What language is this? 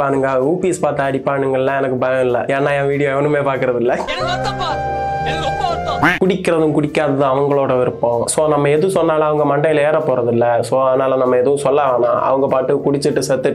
Tamil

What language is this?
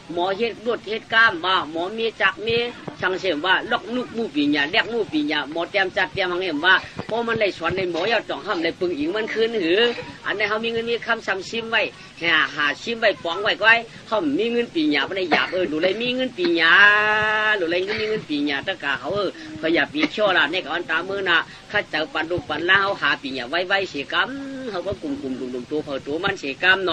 Shan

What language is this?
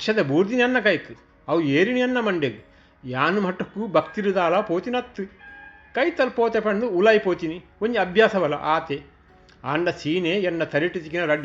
Tulu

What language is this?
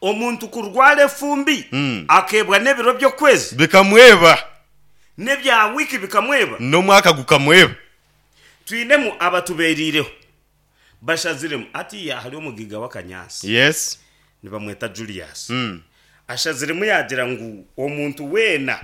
Nyankole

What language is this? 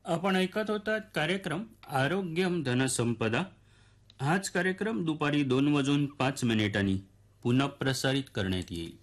Marathi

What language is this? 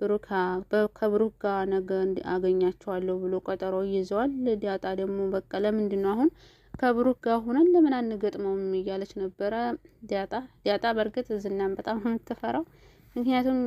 Amharic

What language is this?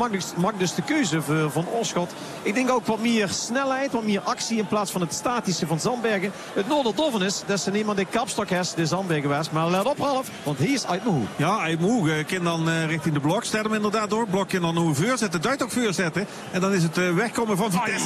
Dutch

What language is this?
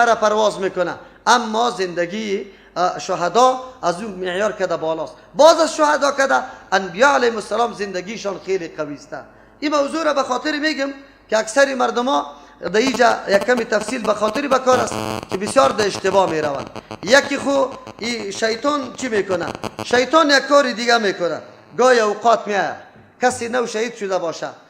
Persian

